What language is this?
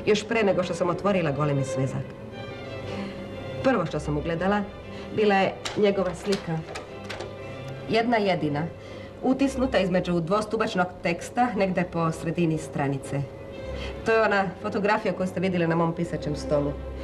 Serbian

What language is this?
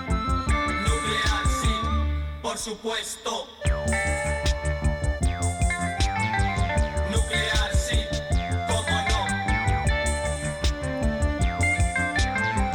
Basque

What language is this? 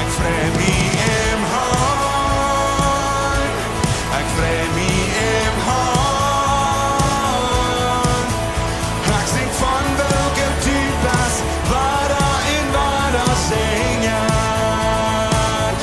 Plautdietsch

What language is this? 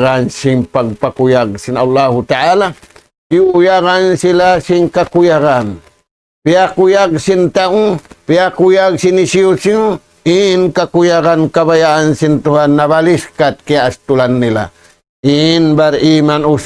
Tausug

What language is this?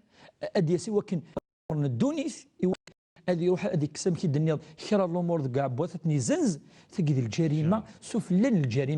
Kabyle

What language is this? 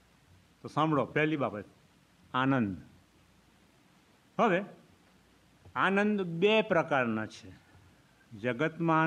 Gujarati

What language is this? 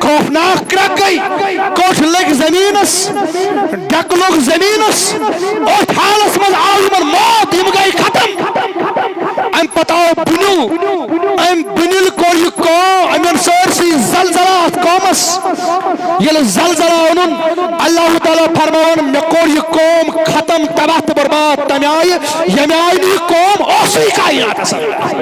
Kashmiri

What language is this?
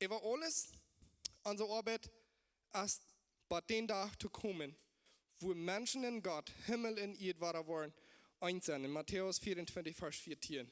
Plautdietsch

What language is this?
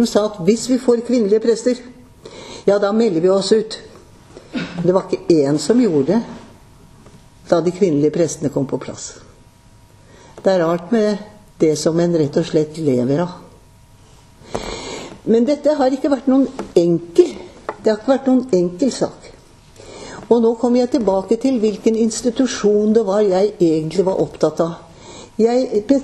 Norwegian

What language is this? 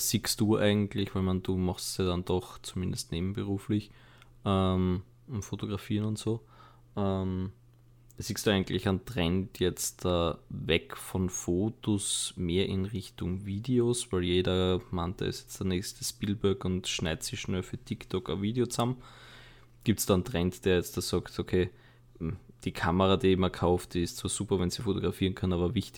German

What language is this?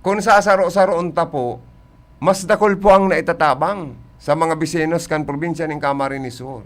Bikol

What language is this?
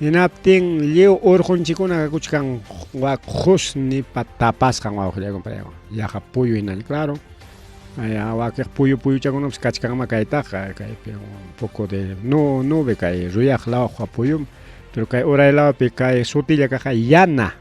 Ayacucho Quechua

